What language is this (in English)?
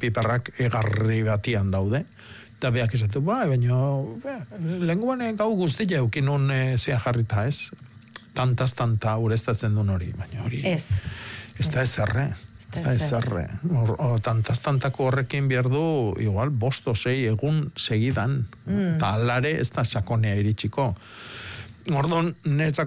Basque